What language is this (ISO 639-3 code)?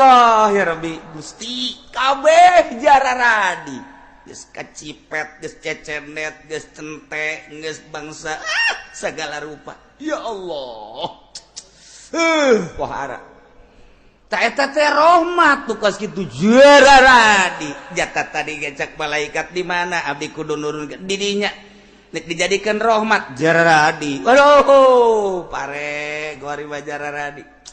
sun